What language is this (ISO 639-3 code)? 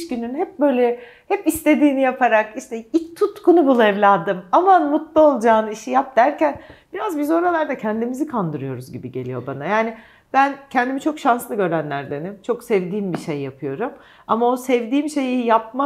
tur